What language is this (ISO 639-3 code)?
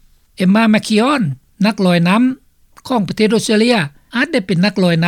lao